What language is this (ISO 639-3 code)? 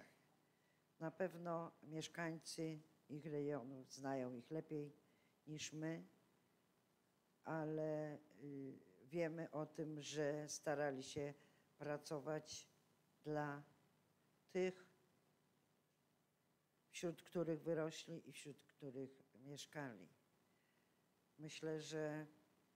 pol